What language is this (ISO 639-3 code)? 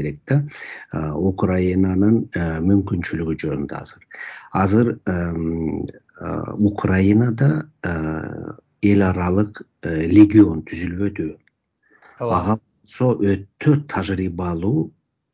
kir